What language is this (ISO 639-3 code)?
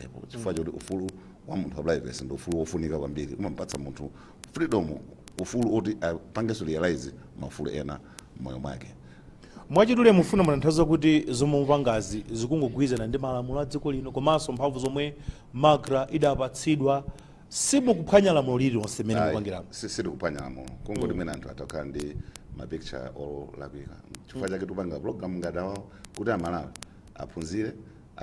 nya